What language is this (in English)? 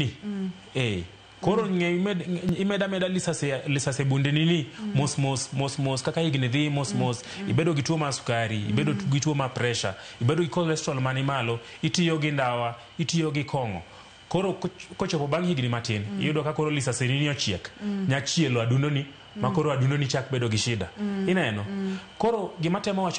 Luo (Kenya and Tanzania)